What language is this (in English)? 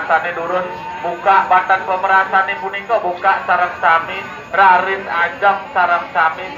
Balinese